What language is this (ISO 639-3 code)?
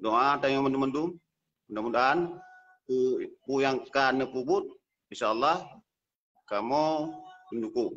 ace